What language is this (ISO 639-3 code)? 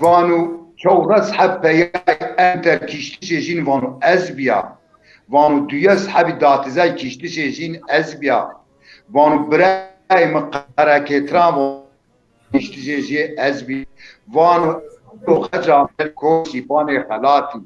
zza